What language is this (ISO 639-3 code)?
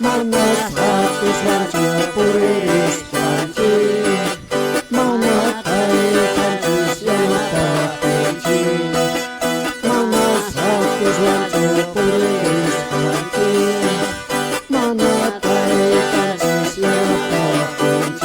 que